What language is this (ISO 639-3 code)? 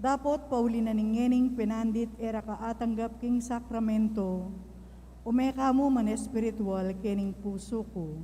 pam